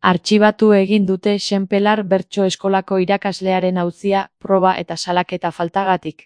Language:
Basque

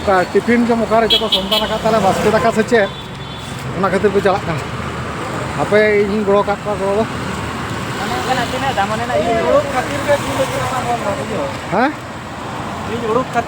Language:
Santali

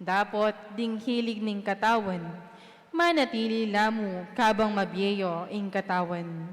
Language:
Pampanga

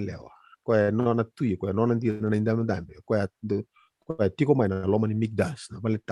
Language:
Fijian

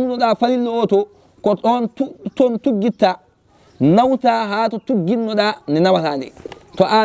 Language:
Fula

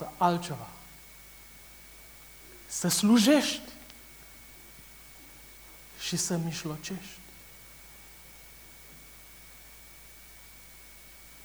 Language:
Romanian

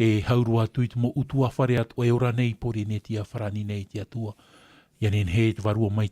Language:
Tahitian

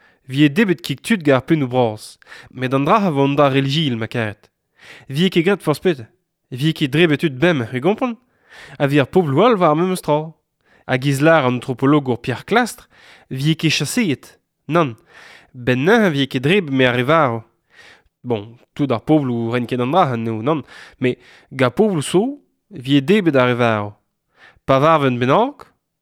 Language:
Breton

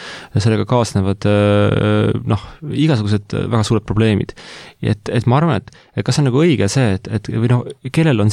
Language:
Estonian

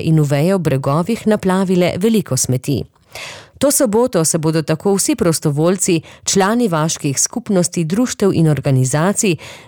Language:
Slovenian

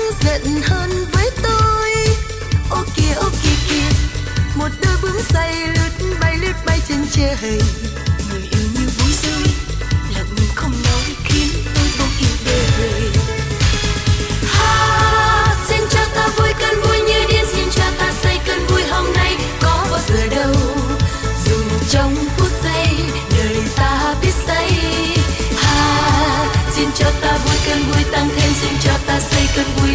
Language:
Vietnamese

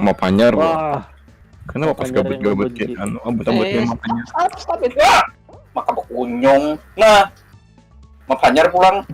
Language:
Banjar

